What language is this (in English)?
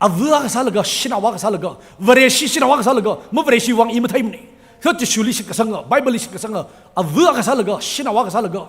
Tangkhul Naga (India)